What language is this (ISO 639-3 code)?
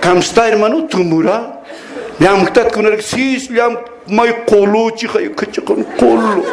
aym